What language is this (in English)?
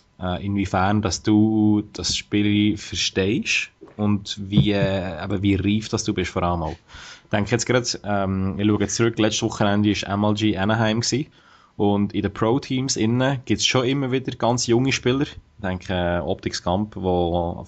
Swiss German